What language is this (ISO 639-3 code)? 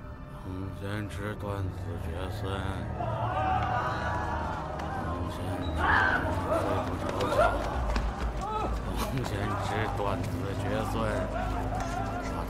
zho